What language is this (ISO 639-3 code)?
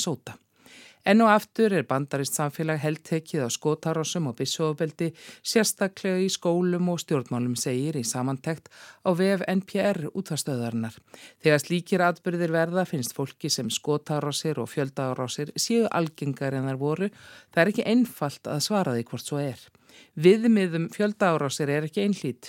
isl